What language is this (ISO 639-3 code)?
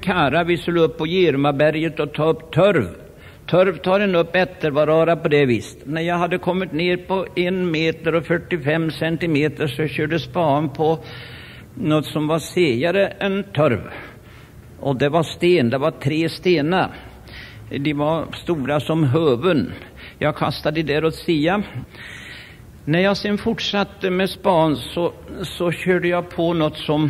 swe